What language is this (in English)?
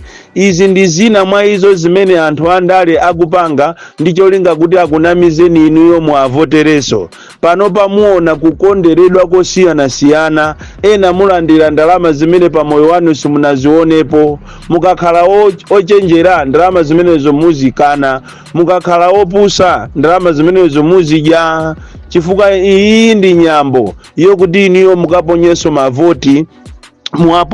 Nyanja